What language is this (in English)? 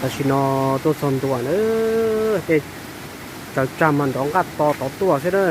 Hmong